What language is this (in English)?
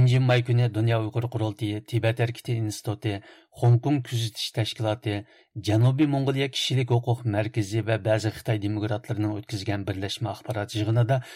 Uyghur